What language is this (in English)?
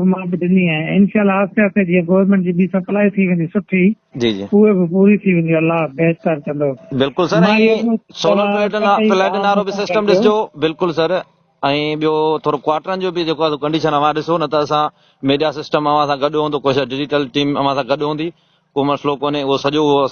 Sindhi